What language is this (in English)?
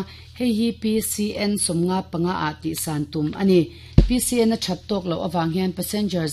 Mizo